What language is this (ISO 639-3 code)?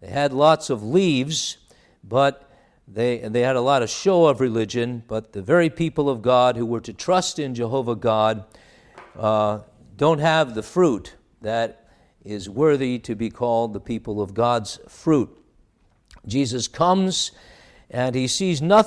eng